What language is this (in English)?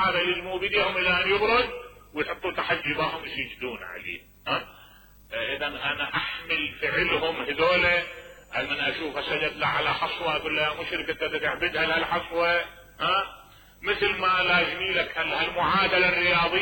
Mesopotamian Arabic